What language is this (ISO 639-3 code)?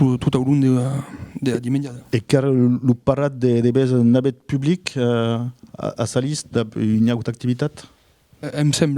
oci